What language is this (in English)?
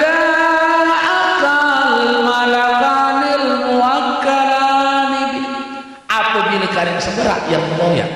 Sasak